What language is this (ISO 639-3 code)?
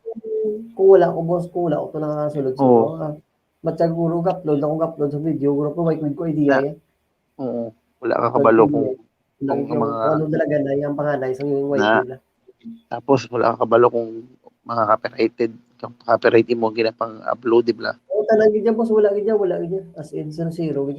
hil